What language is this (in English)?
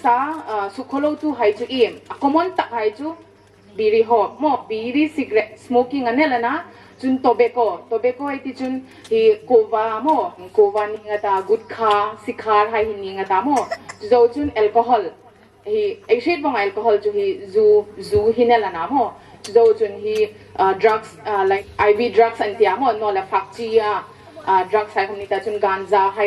Hmar